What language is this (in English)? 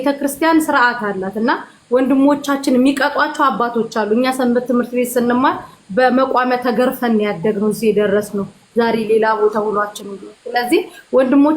Amharic